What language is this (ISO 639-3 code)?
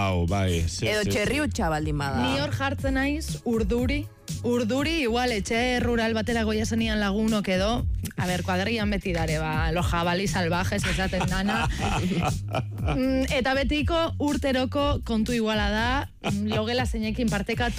eus